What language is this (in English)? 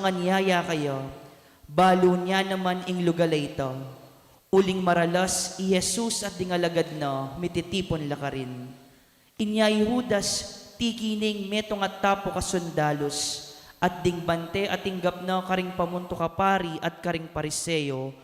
Pampanga